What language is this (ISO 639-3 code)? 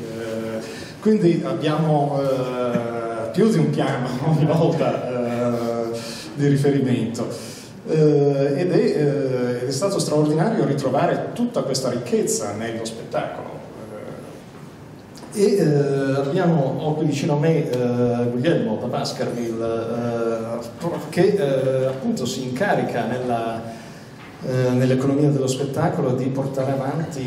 ita